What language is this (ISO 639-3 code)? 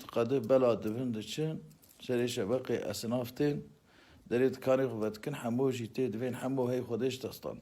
kur